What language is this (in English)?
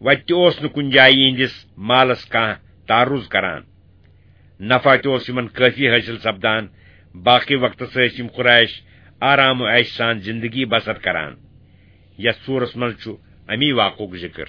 Kashmiri